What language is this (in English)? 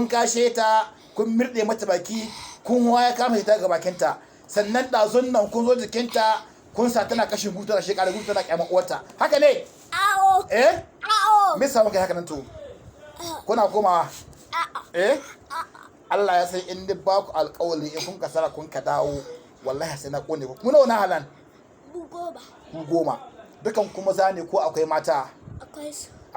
Hausa